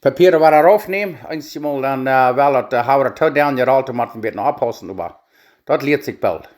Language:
Plautdietsch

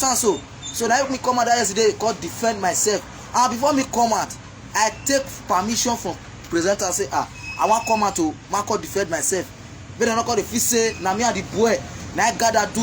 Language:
Nigerian Pidgin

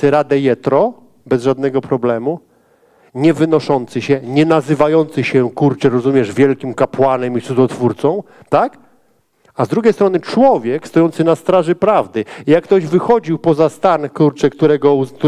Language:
Polish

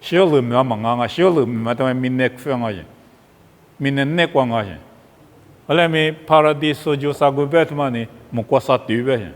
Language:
Lisu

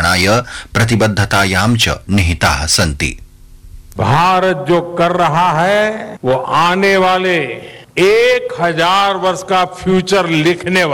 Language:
Telugu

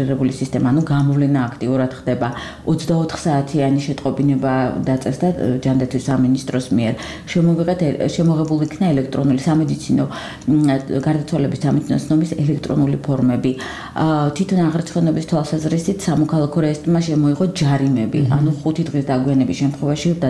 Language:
Georgian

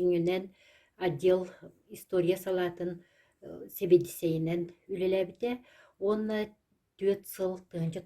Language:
Yakut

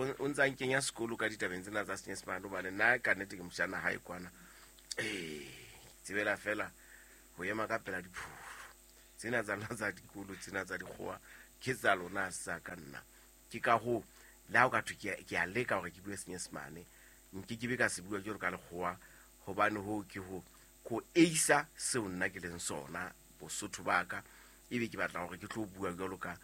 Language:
Southern Sotho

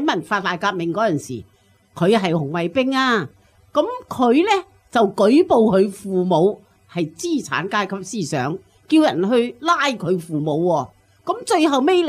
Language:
Cantonese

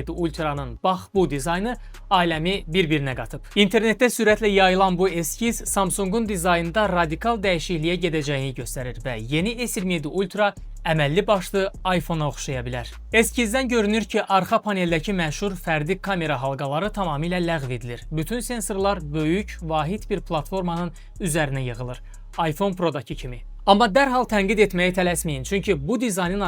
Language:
Azerbaijani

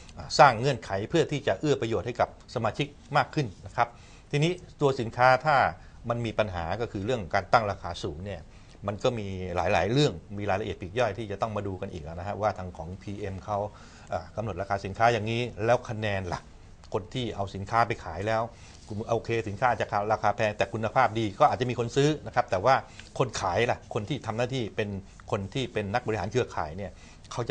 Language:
Thai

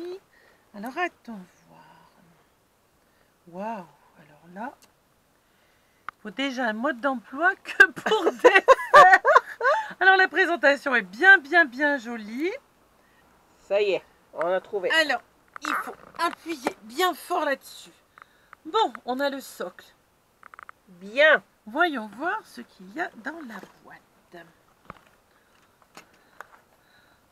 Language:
French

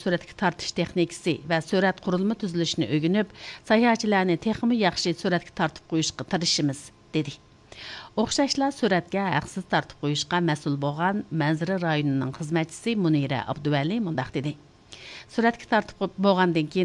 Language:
Uyghur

